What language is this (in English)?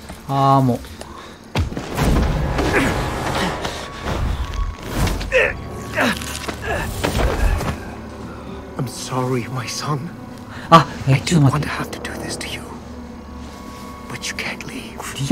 Japanese